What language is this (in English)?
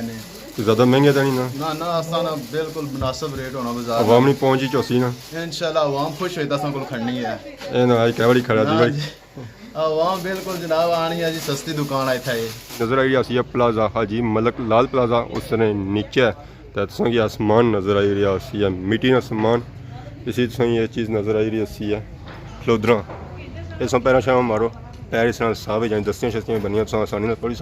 Pahari-Potwari